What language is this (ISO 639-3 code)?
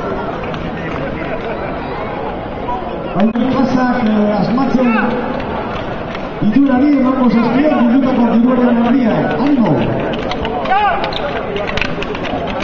eus